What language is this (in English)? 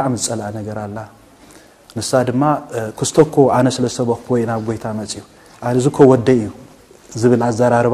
Tigrinya